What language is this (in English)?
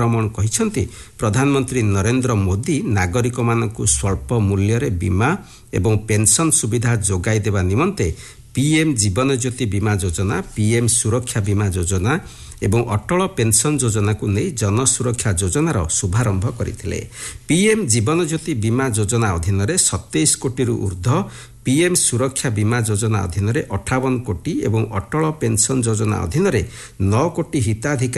Odia